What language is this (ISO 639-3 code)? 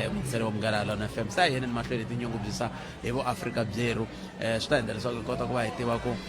tso